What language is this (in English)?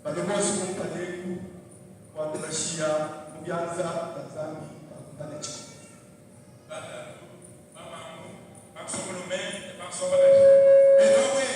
Luba-Lulua